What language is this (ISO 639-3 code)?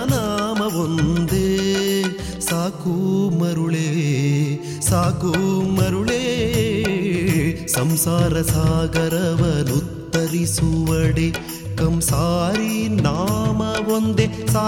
kan